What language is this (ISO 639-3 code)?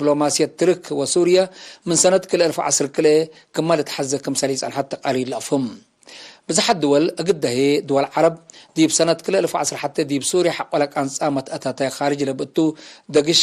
tig